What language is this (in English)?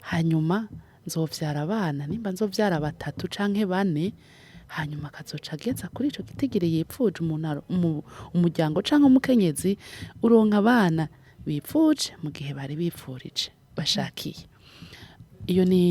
Rundi